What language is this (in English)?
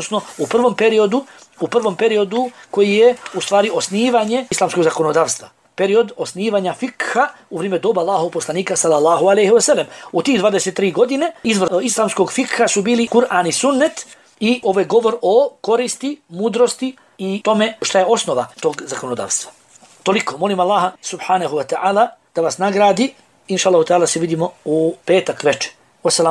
Bosnian